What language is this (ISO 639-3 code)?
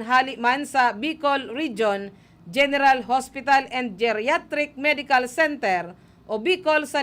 bik